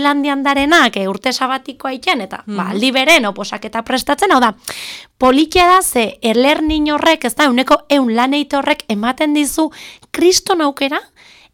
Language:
Basque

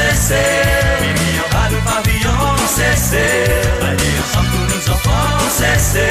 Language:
Seselwa Creole French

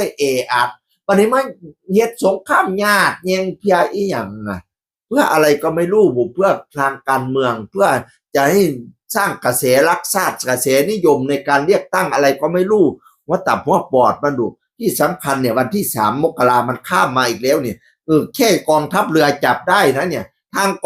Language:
Northeastern Thai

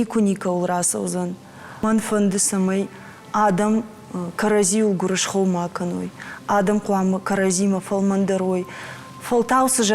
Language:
Ossetic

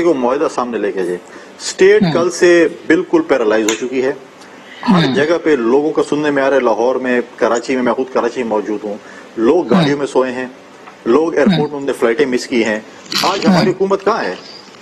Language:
Urdu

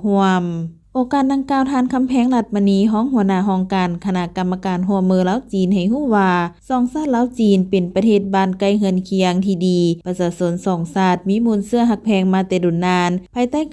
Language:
Lao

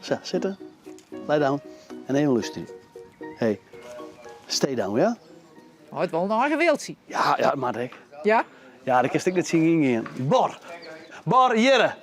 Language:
Western Frisian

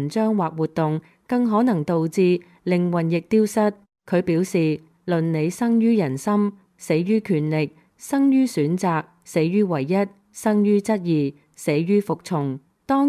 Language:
Cantonese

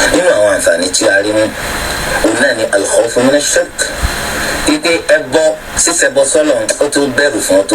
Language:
Yoruba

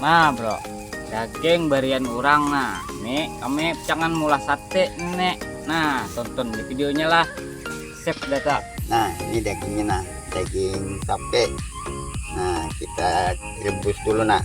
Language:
Banjar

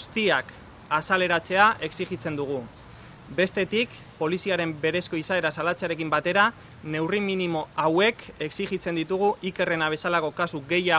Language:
Basque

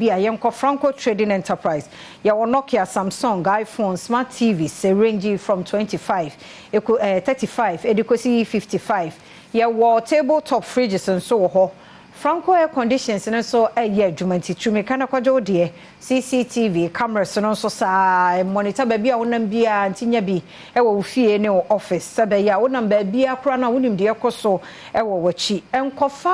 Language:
Akan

